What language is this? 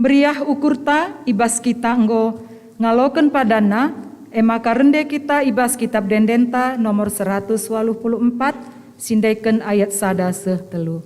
Batak Karo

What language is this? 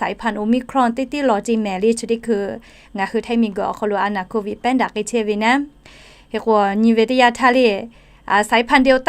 Lahu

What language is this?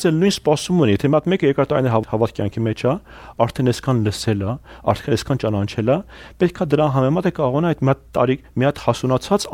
Armenian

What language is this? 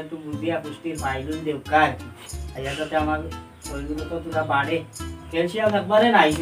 Sylheti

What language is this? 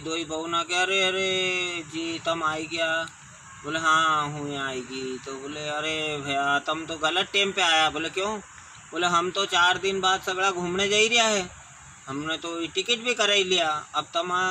Rajasthani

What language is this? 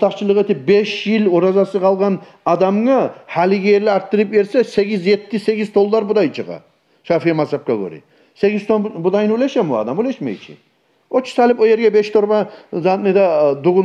Kumyk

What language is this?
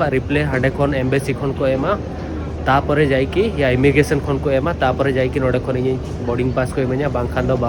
Santali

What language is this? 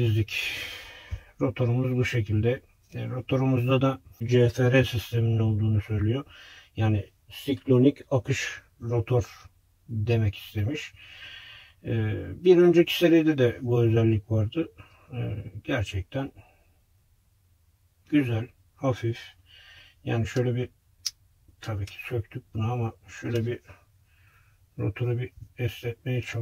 Turkish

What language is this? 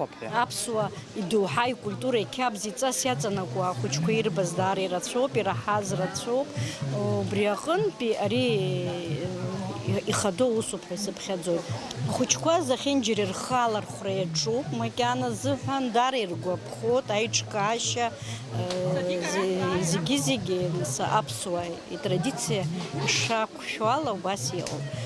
Abkhazian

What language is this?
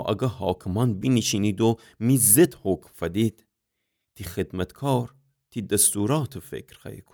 Gilaki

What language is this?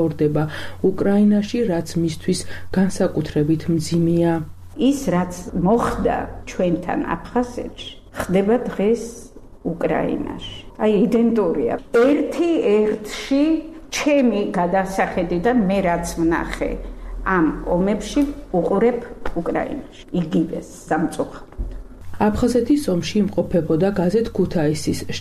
Georgian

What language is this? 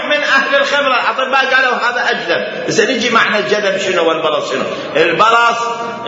Mesopotamian Arabic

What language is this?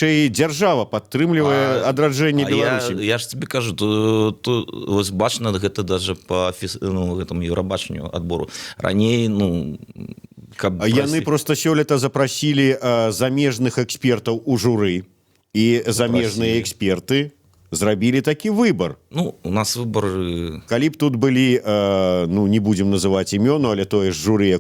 Belarusian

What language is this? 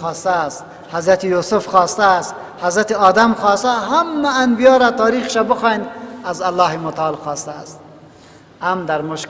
Persian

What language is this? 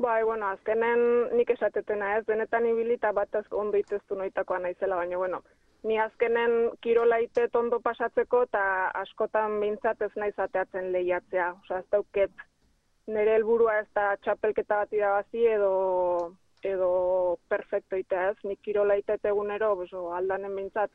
Basque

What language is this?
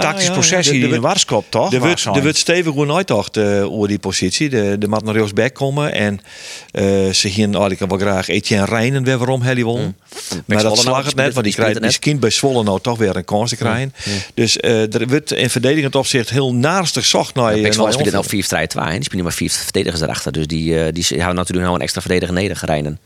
Western Frisian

